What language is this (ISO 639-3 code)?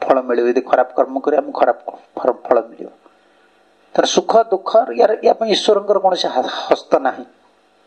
ori